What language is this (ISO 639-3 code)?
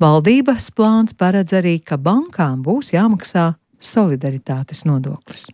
lav